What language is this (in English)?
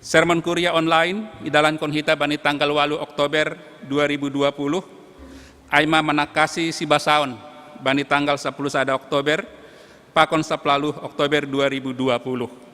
Batak Simalungun